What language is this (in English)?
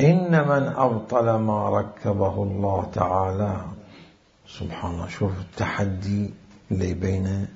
Mesopotamian Arabic